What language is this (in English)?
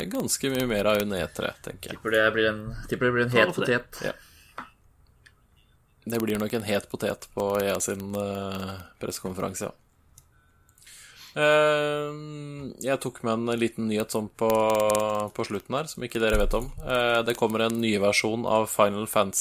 Norwegian